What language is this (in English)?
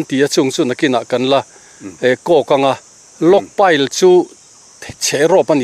Mizo